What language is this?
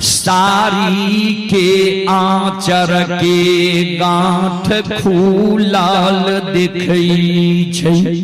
Maithili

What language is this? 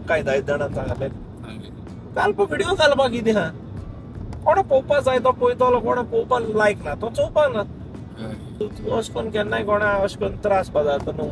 Konkani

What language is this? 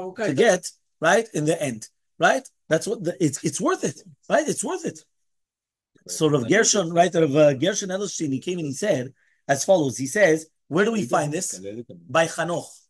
English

